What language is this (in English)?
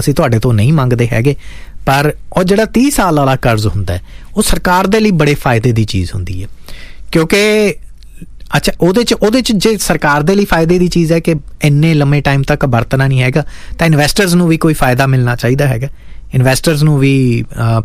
Punjabi